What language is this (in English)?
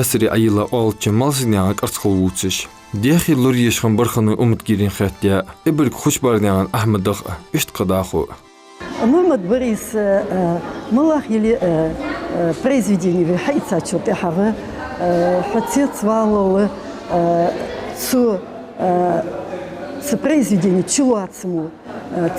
Ingush